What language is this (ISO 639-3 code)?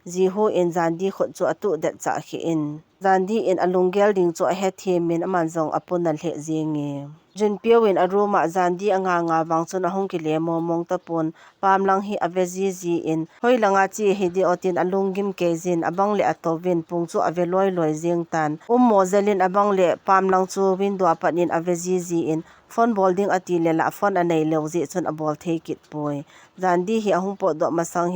tcz